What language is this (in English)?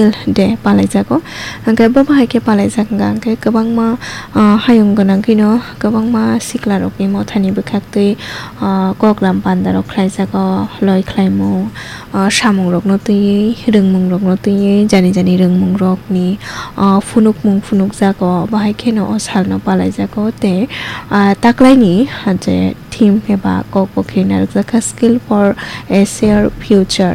Kok Borok